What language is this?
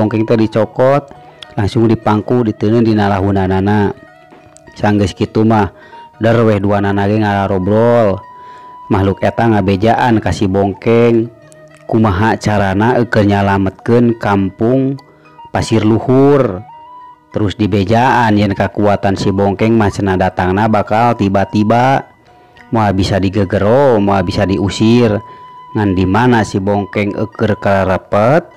Sundanese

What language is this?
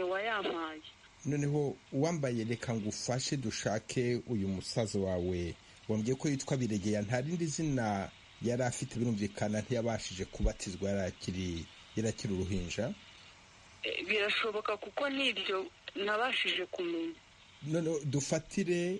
Kinyarwanda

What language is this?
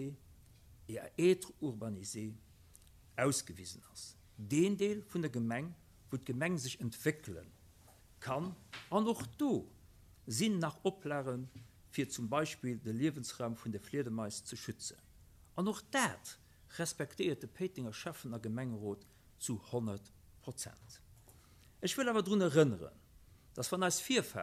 Luxembourgish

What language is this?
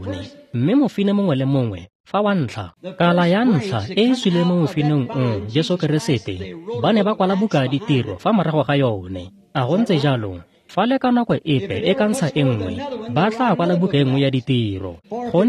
Tswana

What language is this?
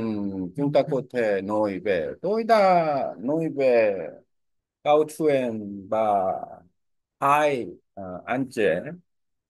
Vietnamese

